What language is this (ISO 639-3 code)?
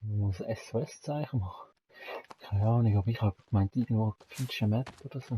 gsw